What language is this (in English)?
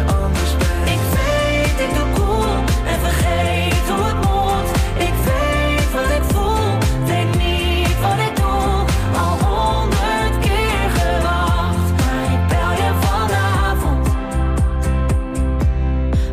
Dutch